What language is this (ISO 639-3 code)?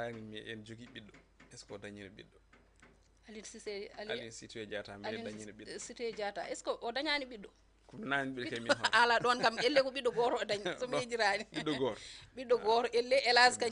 ful